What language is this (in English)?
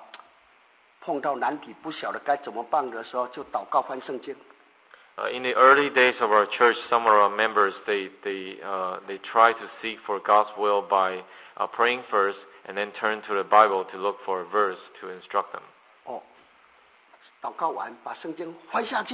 Chinese